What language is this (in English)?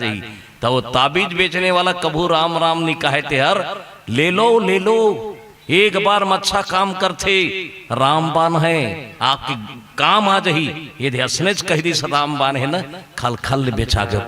Chhattisgarhi